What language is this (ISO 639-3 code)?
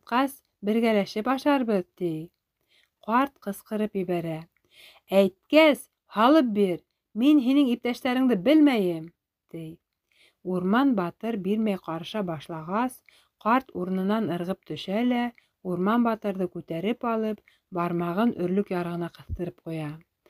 bak